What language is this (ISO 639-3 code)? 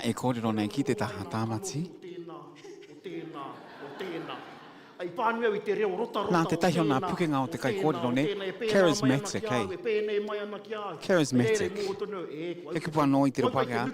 mri